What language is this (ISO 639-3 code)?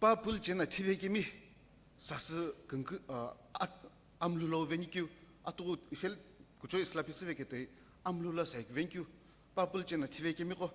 nsm